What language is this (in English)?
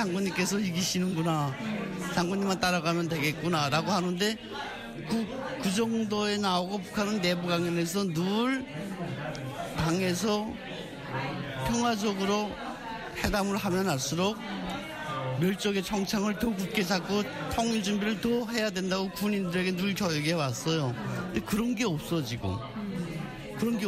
Korean